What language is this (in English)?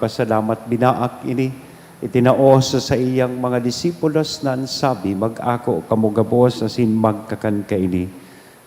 Bikol